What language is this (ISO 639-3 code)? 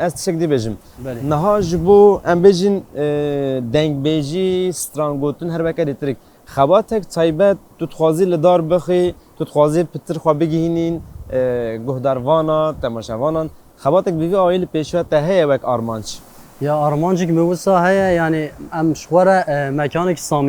kur